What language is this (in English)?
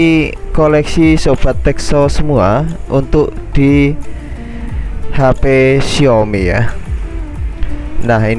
Indonesian